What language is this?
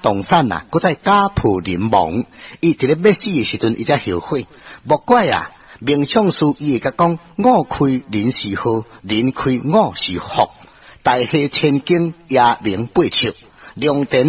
Min Nan Chinese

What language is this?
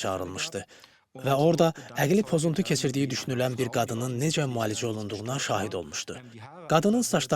Azerbaijani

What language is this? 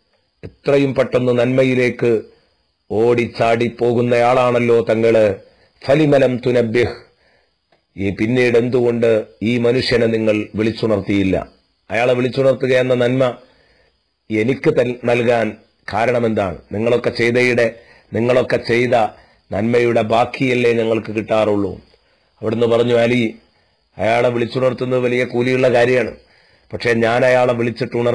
Malayalam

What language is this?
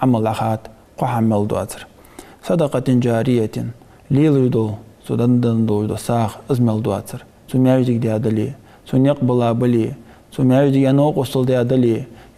Ingush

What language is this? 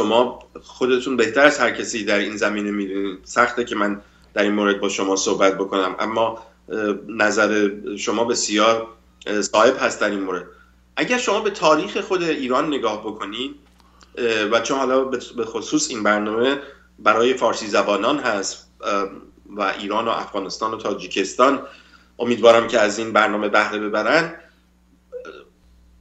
Persian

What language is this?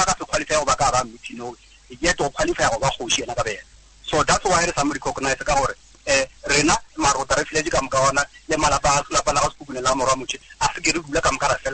Northern Sotho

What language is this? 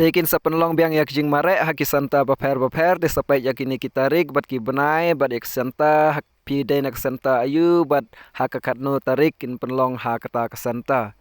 Khasi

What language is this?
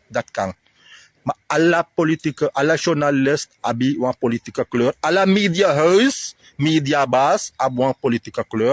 Sranan Tongo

